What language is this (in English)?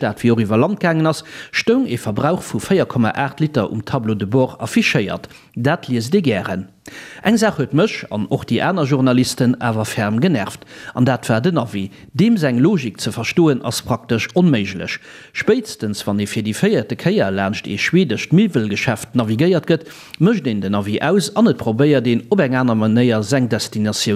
Luxembourgish